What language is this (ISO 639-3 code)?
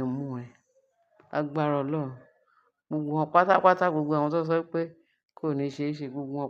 yor